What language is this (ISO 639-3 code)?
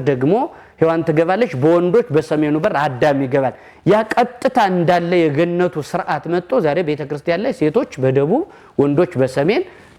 amh